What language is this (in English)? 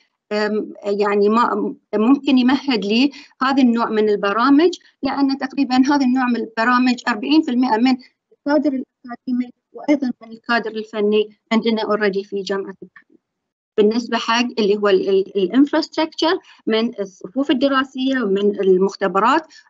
Arabic